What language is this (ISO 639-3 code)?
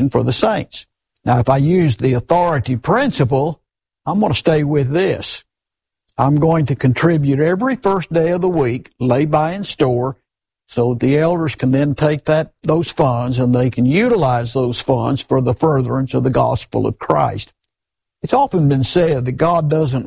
eng